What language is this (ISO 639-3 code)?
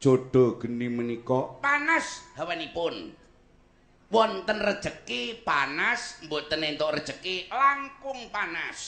jav